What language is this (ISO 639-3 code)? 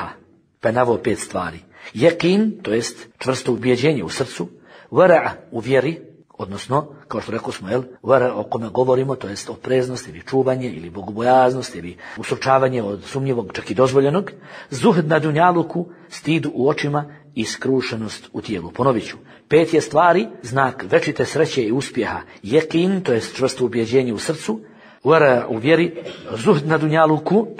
bos